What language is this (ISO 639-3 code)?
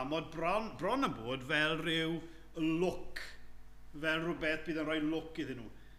cym